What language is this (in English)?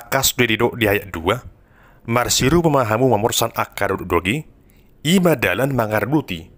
Batak Toba